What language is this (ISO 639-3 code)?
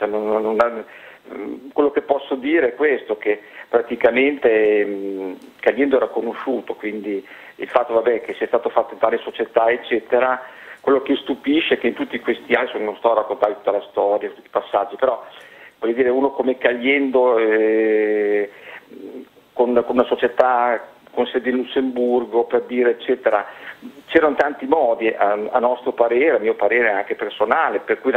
ita